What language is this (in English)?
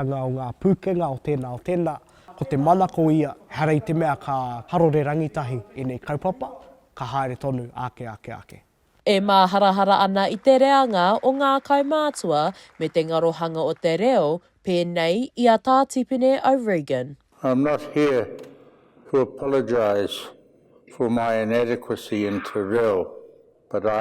Māori